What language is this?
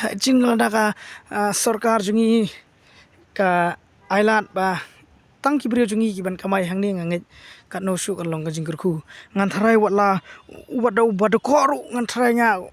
Khasi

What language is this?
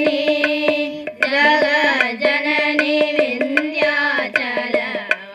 Tamil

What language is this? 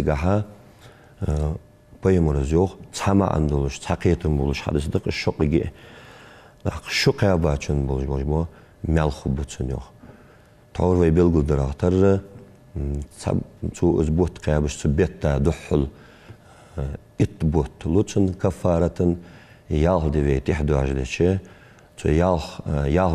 Ingush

